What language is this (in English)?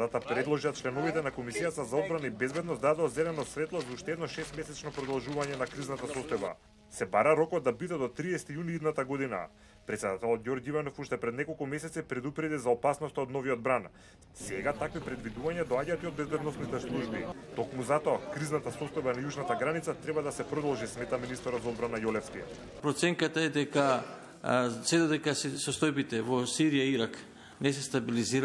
Macedonian